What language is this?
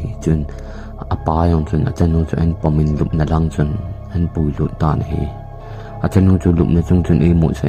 Thado Chin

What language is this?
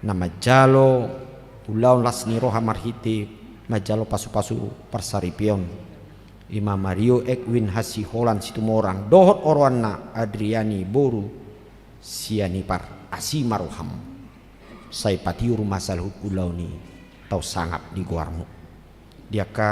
Batak Toba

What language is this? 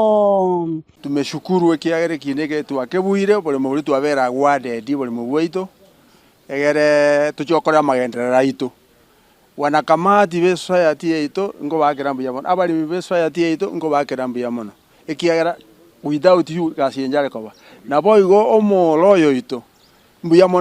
Gusii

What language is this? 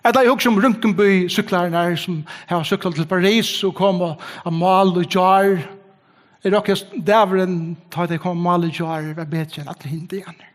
Faroese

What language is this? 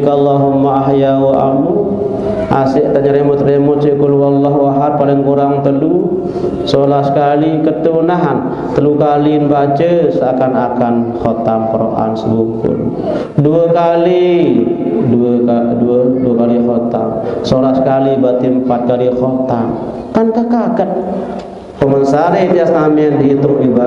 Sasak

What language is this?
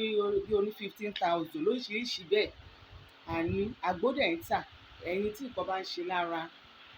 Yoruba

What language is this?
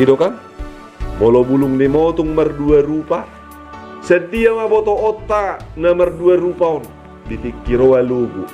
Batak Toba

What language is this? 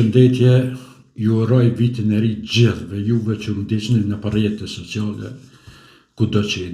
Albanian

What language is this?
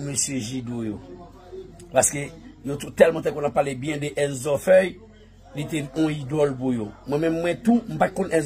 Haitian Creole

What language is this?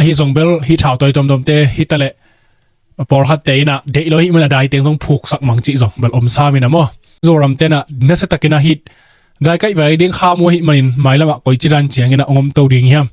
Tedim Chin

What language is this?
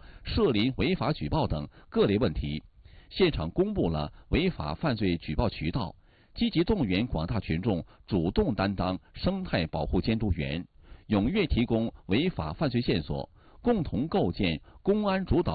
Chinese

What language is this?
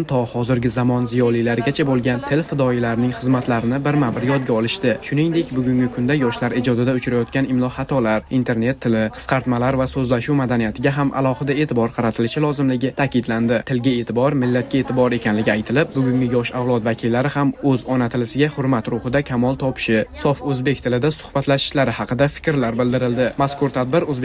Uzbek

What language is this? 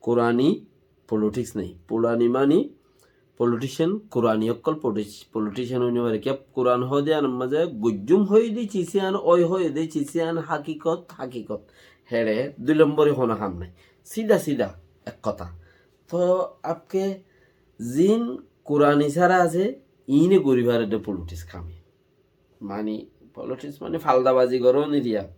Rohingya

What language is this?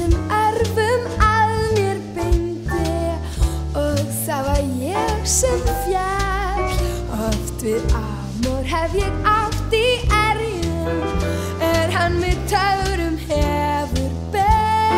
Icelandic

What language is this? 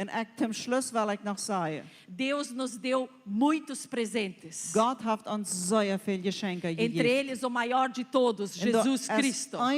Plautdietsch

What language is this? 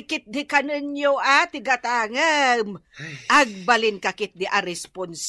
Iloko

